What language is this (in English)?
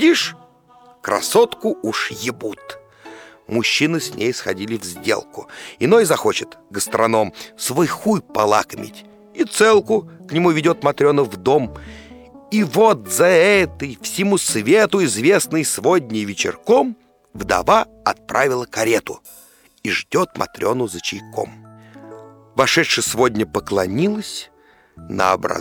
Russian